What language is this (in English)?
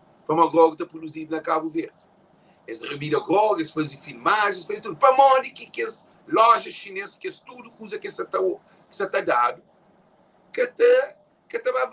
Kabuverdianu